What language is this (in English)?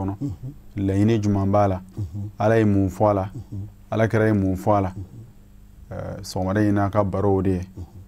Bambara